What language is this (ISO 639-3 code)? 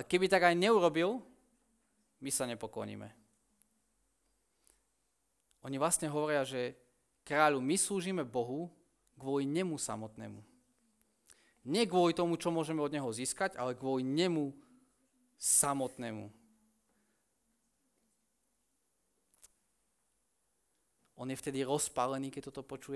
slk